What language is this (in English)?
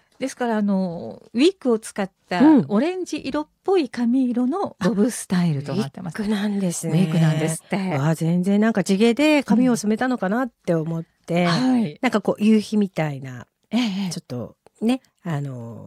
Japanese